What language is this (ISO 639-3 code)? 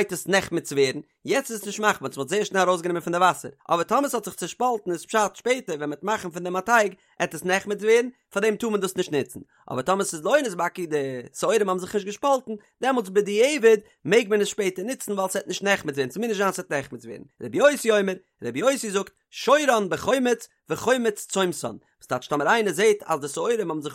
yid